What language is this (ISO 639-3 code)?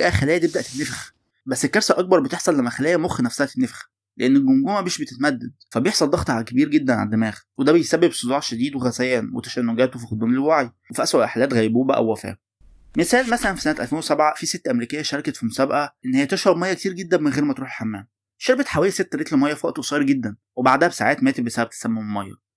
arz